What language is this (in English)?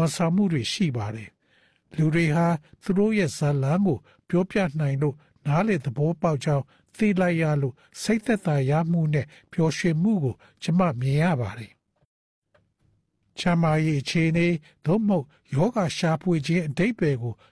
Burmese